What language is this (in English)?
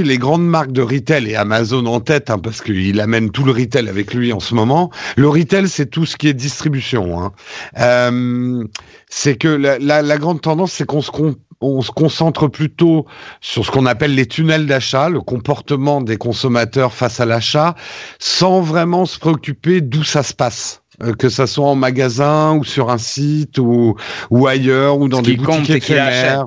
French